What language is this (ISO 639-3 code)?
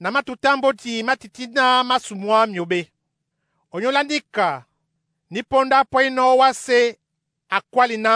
dua